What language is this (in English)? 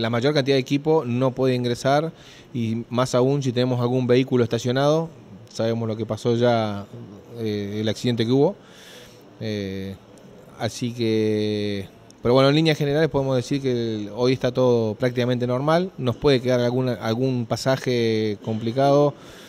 Spanish